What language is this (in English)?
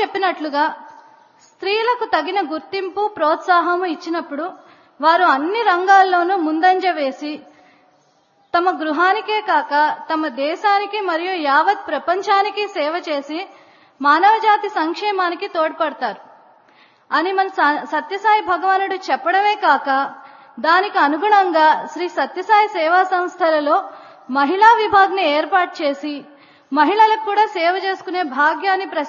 Telugu